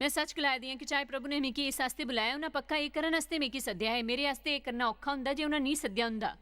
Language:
Dogri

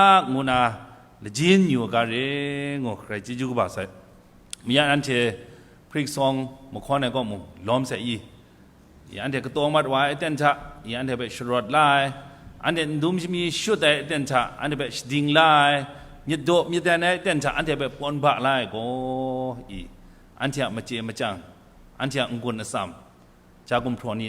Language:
Kachin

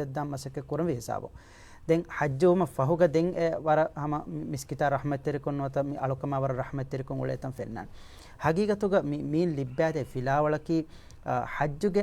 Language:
Divehi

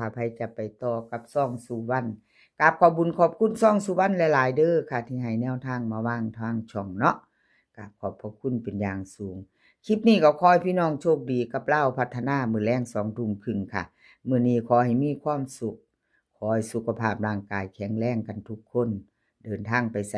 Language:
Northeastern Thai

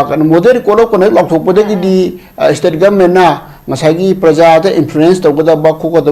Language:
Manipuri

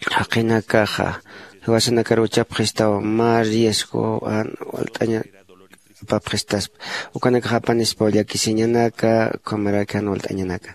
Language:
Aymara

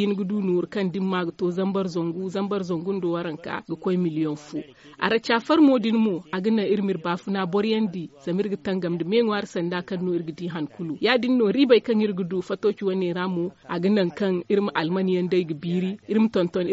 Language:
Zarma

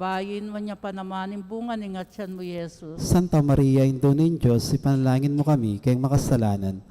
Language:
Pampanga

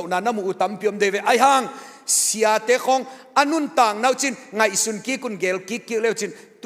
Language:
Tedim Chin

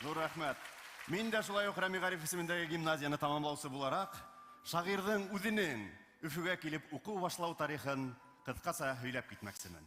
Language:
Bashkir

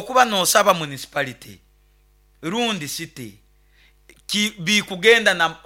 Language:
Nyoro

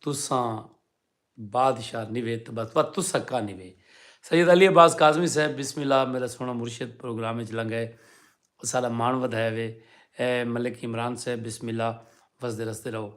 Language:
Saraiki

